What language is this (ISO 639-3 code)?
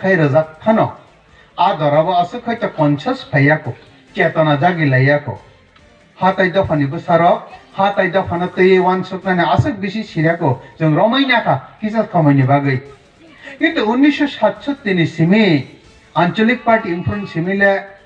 ria